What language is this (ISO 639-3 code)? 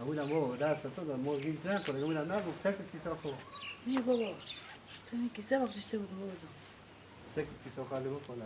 fas